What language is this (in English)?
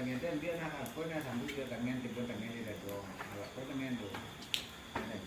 Minangkabau